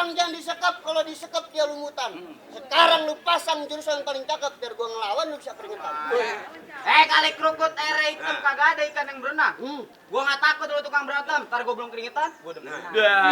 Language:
Betawi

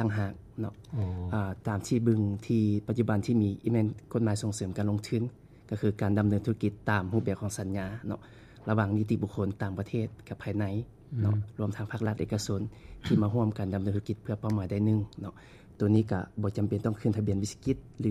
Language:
Lao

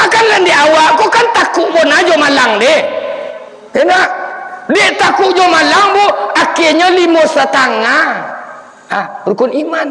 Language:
Minangkabau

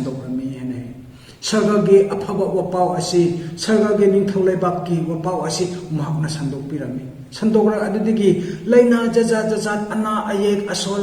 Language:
Manipuri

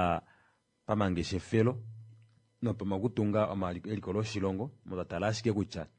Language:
Kuanyama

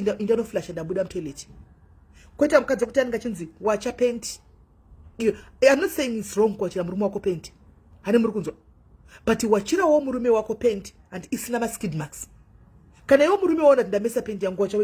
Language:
Shona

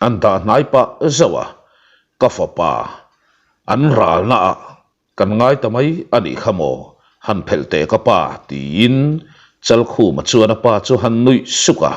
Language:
Mizo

